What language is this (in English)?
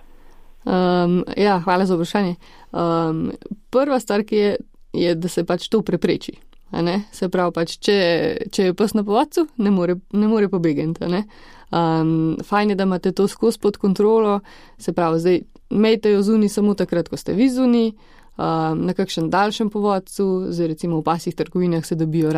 Slovenian